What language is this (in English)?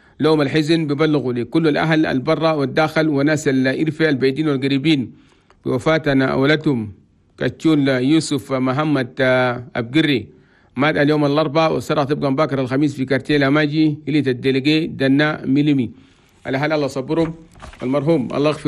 Chadian Arabic